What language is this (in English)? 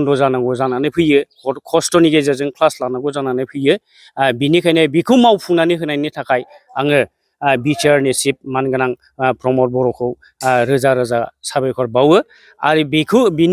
Bodo